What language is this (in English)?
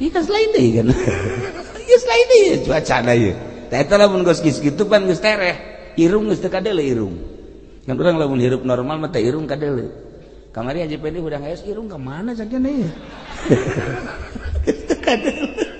Sundanese